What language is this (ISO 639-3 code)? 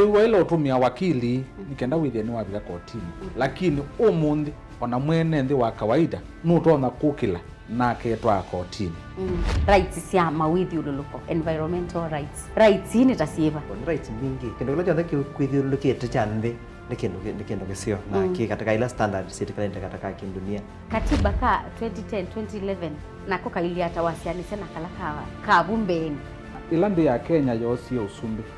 kam